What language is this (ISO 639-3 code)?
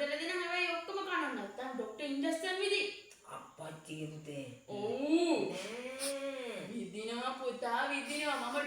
sin